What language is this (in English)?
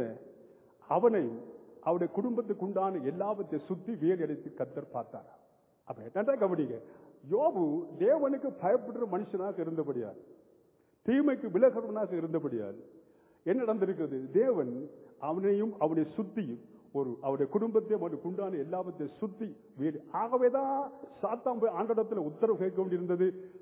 Tamil